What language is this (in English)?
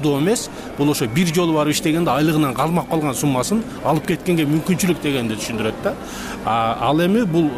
Kyrgyz